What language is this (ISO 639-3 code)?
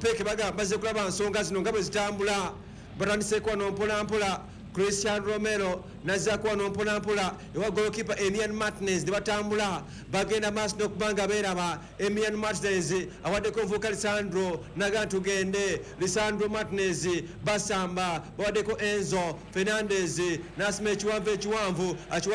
lug